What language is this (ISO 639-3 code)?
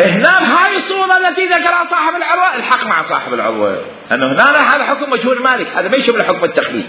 acm